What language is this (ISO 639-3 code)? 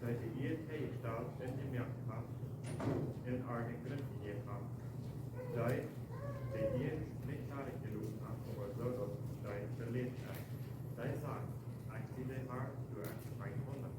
pdt